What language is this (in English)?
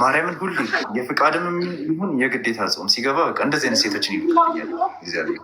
Amharic